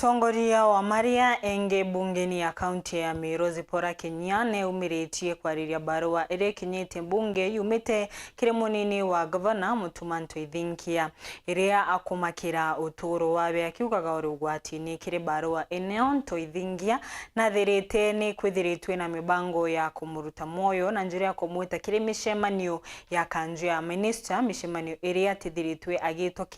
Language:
Meru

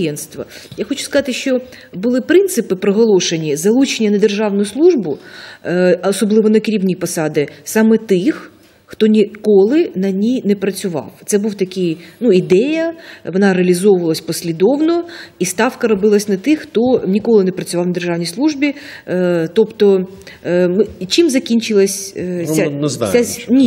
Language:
Ukrainian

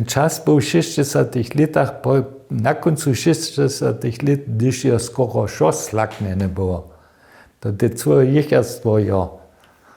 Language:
Upper Sorbian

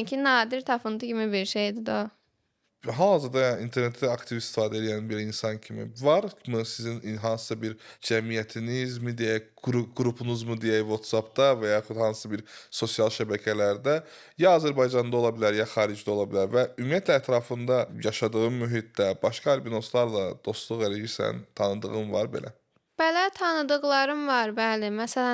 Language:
Azerbaijani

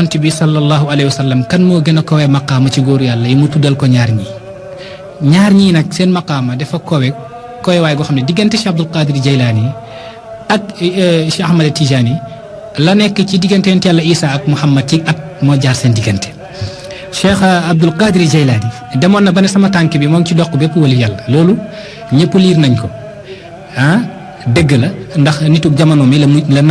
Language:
Wolof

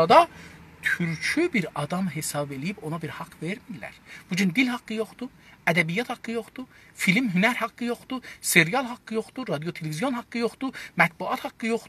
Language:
South Azerbaijani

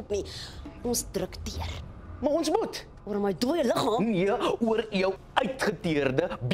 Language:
Afrikaans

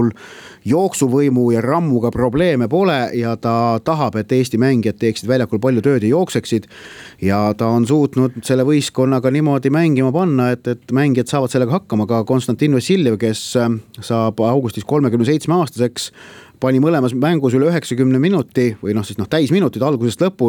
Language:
Estonian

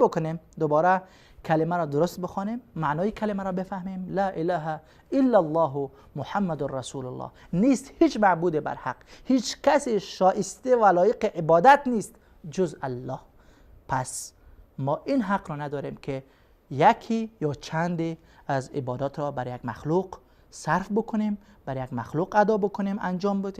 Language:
Persian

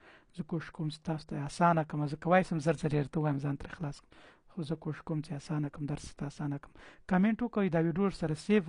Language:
Pashto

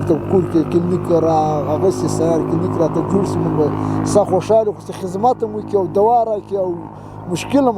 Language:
Pashto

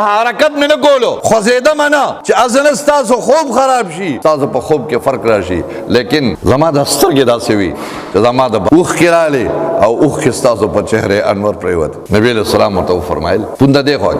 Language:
Pashto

